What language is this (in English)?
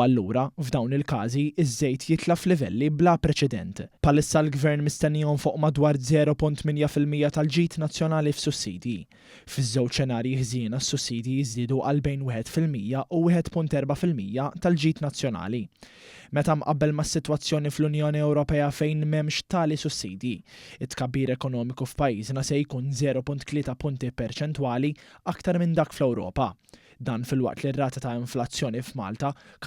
Maltese